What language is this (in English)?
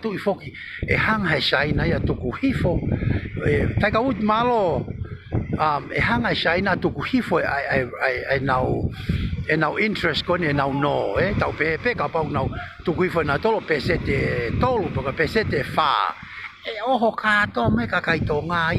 Tongan